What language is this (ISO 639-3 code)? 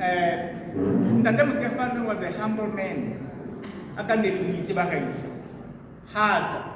tsn